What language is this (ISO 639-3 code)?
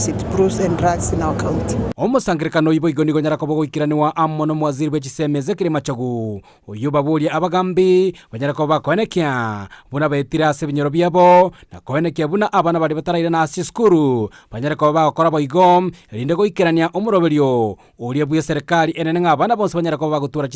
guz